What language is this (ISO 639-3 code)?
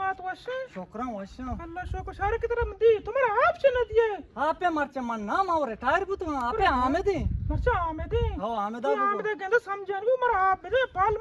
bgp